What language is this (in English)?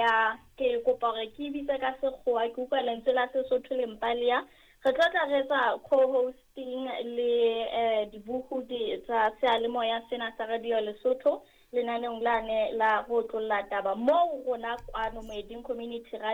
Southern Sotho